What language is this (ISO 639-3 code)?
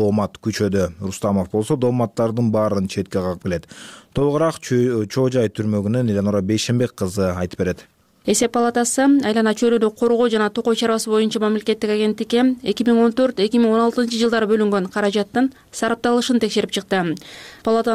kir